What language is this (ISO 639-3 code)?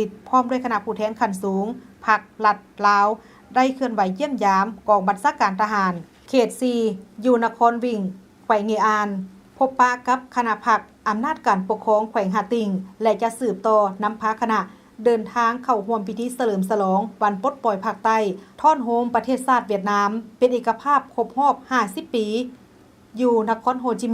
lao